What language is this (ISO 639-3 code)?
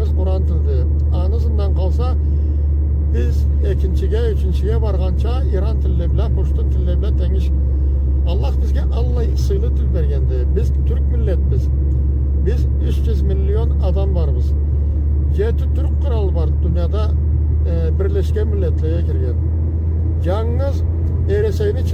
krc